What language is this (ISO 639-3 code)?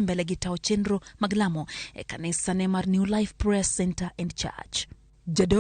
luo